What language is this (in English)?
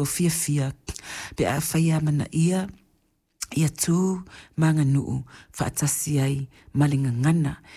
Samoan